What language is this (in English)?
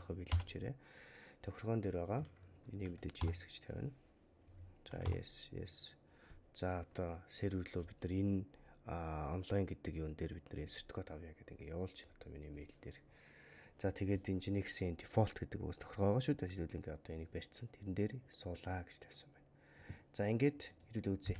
Mongolian